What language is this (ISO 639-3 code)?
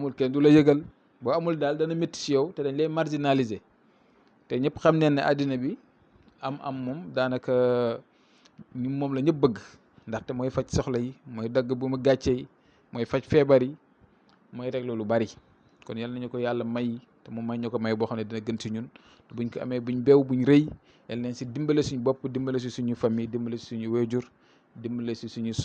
wol